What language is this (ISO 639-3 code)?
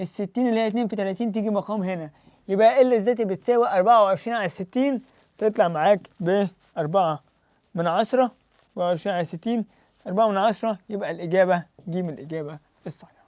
arz